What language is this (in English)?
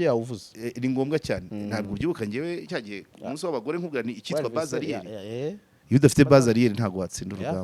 Kinyarwanda